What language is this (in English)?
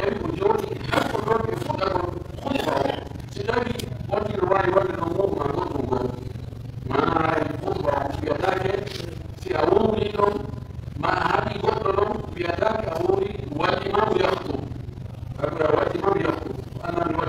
Pular